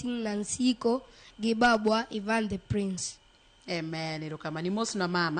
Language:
Luo (Kenya and Tanzania)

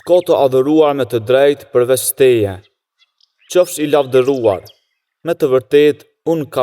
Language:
Albanian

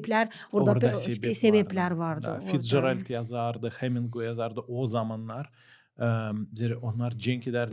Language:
Gagauz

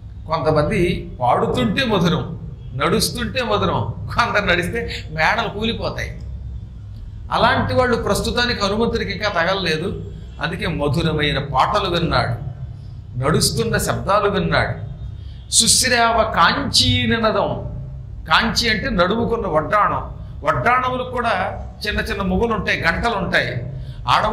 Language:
Telugu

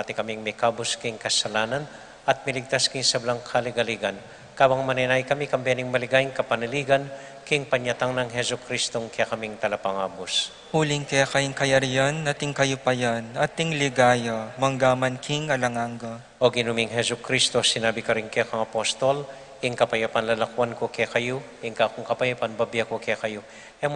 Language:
Pampanga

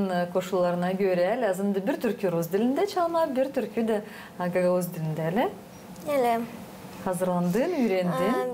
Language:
Gagauz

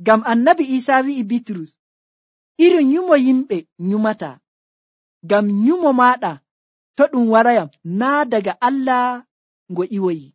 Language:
Nigerian Fulfulde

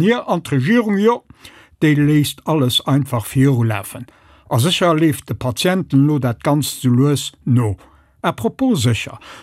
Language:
Luxembourgish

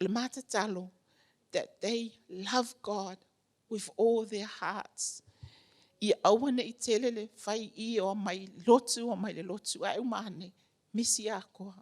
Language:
Samoan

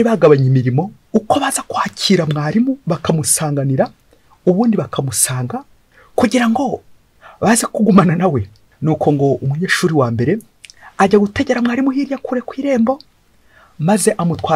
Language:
Kinyarwanda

